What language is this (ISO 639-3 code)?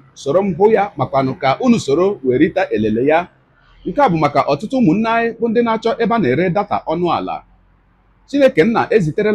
ibo